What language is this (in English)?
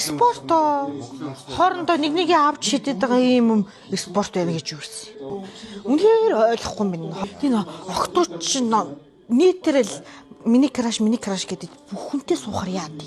Mongolian